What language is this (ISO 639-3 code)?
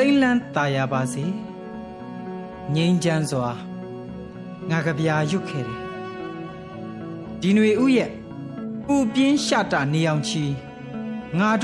mya